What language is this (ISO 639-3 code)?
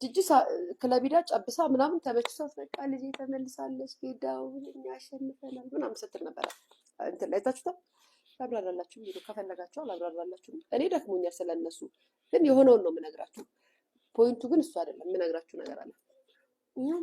amh